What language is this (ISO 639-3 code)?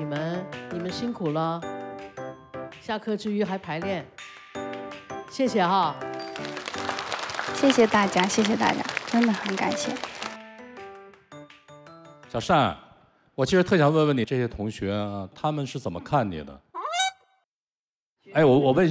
zho